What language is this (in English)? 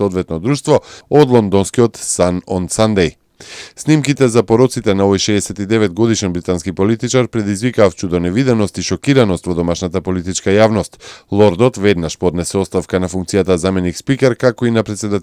Macedonian